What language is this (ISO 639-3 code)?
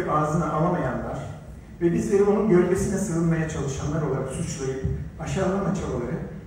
tur